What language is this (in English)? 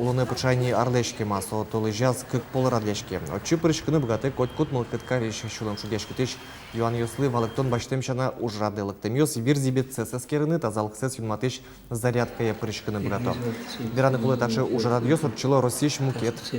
Udmurt